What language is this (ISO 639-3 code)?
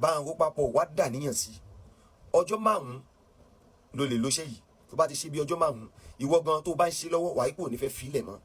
yor